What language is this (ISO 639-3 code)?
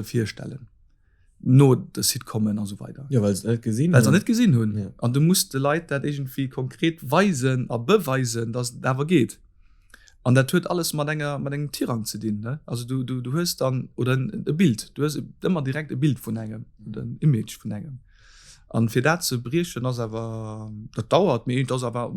ltz